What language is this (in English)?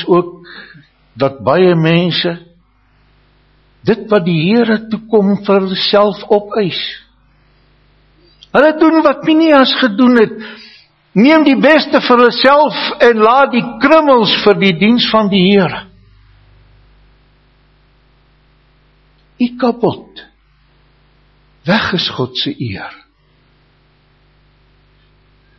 Afrikaans